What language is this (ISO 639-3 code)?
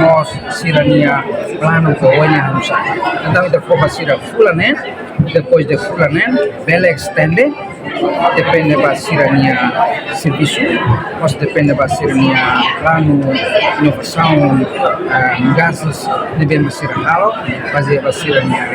tet